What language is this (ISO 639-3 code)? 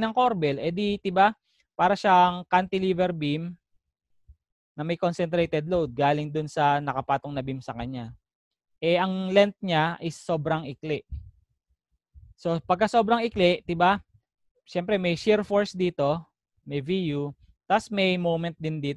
fil